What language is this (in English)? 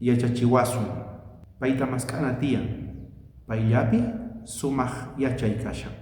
South Bolivian Quechua